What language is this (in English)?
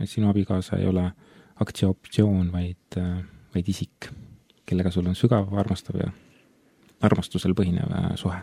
Estonian